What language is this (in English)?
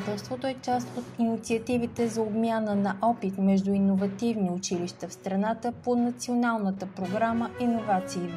Bulgarian